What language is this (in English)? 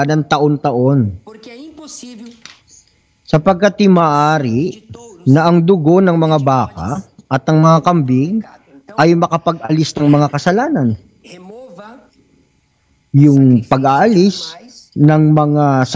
Filipino